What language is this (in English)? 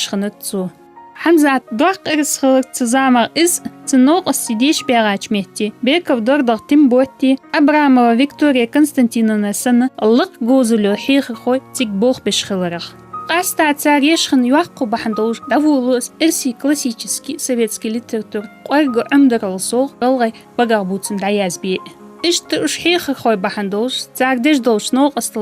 Ingush